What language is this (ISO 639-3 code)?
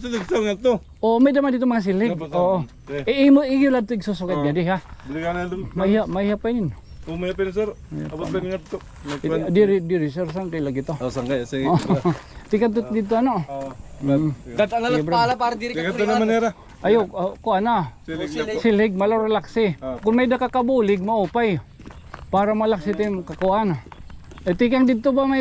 war